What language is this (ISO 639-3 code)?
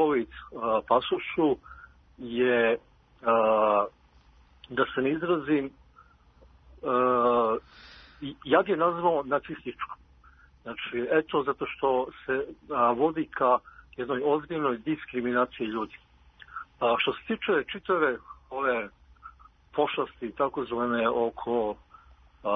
srp